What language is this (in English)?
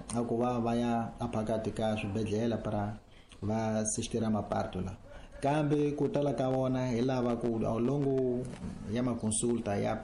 Tsonga